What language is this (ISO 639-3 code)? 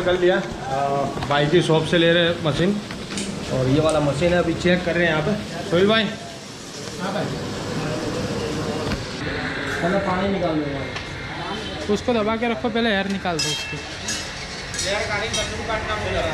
hin